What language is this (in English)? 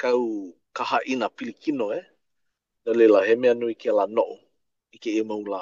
Hawaiian